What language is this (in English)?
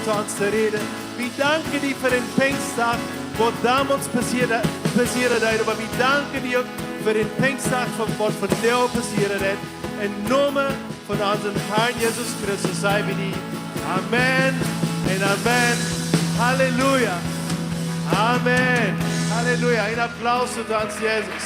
Plautdietsch